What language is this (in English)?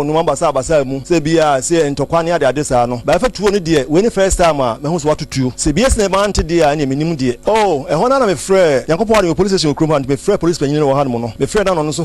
Akan